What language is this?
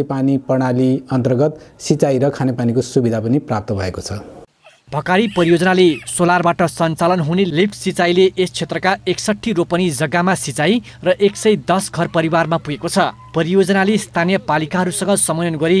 Nepali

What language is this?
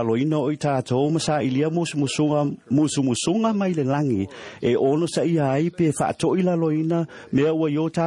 Samoan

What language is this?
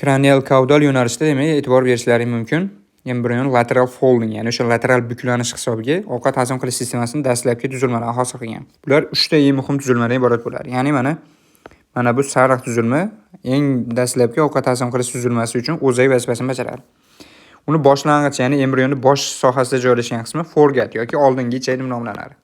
Uzbek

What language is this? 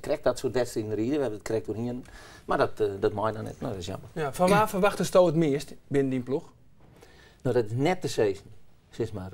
Western Frisian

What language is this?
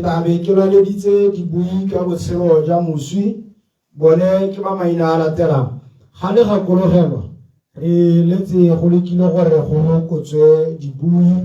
Tswana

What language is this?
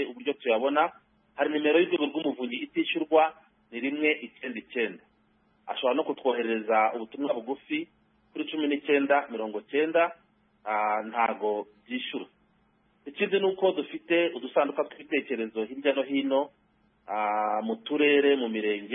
Kinyarwanda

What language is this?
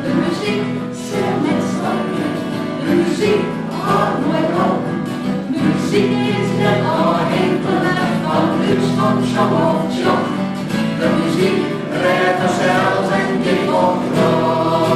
Western Frisian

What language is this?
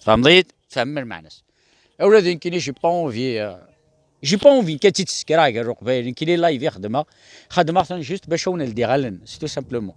Kabyle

